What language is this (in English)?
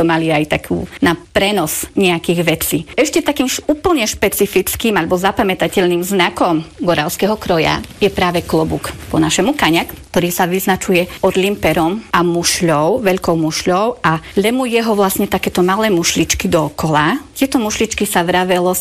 Slovak